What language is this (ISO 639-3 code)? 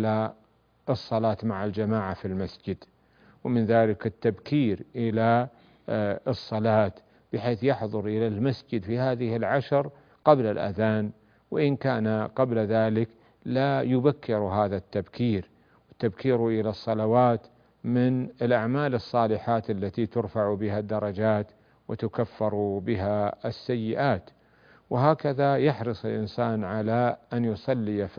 ara